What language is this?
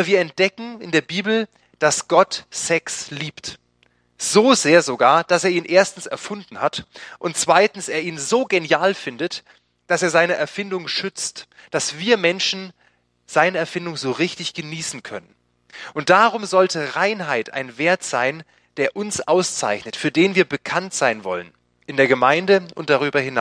German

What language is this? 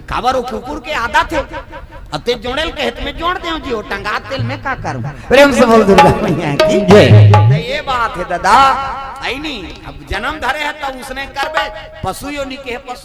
Chhattisgarhi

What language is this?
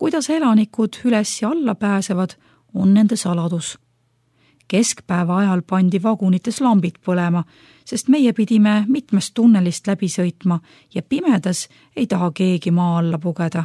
Estonian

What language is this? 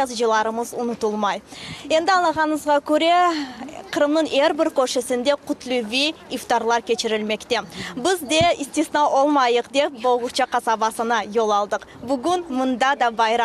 Crimean Tatar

